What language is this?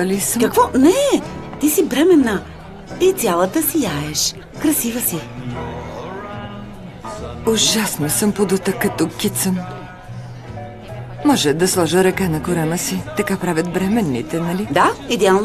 Bulgarian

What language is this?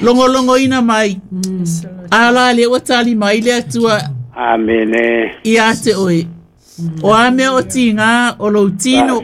Samoan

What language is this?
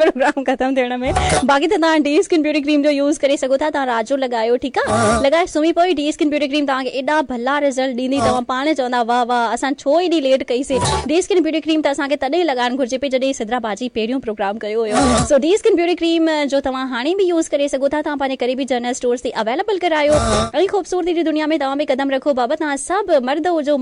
Saraiki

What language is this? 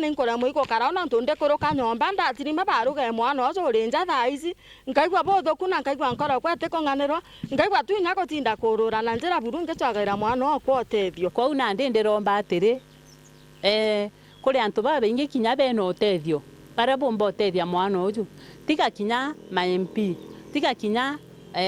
Meru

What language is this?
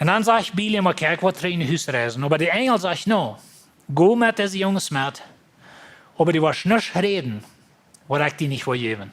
Plautdietsch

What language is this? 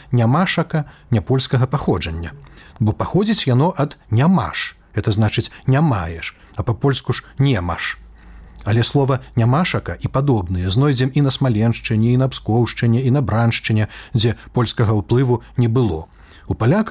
Belarusian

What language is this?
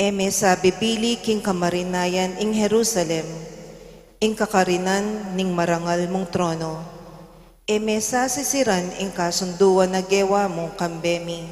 Pampanga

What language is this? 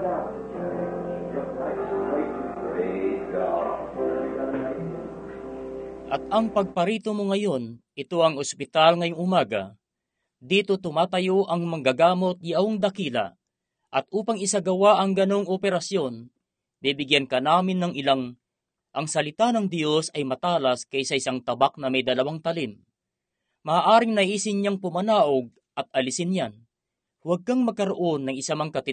Filipino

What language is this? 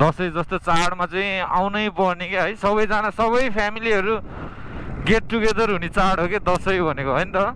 Nepali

